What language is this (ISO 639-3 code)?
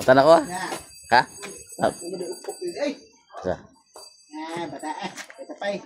ceb